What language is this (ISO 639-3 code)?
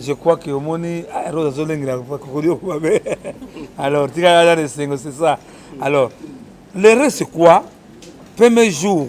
lin